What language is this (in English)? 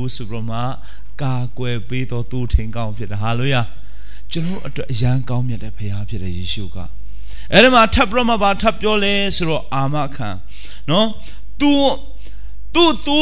Burmese